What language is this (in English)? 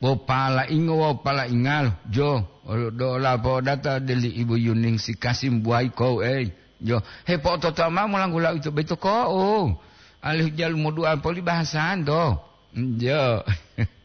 Gorontalo